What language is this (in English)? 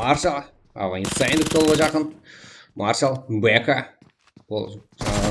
Kara-Kalpak